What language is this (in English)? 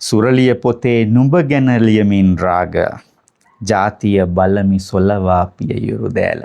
Sinhala